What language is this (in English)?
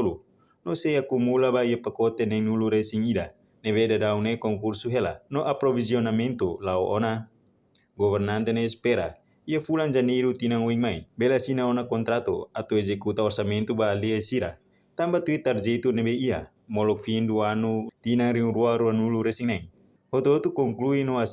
Tetum